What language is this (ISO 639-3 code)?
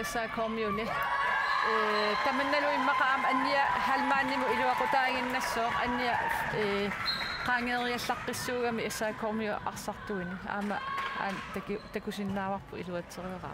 kal